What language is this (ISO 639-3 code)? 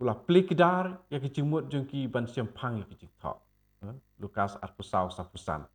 kha